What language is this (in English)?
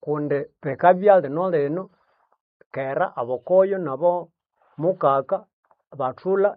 Nande